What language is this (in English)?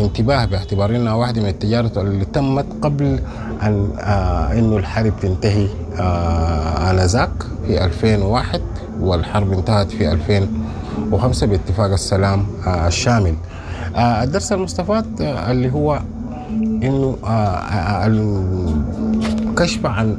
Sudanese Arabic